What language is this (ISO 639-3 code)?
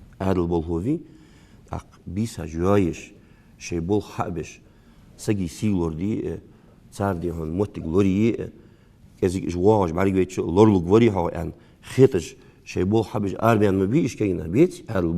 inh